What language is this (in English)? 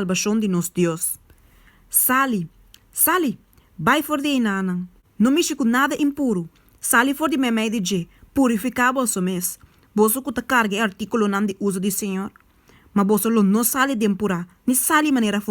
Papiamento